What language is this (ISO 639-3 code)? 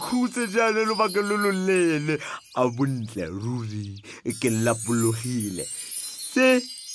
tsn